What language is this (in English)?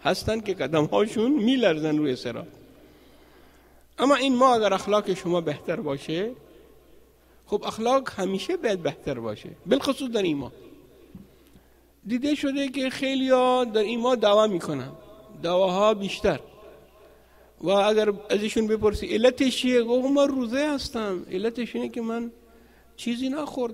Persian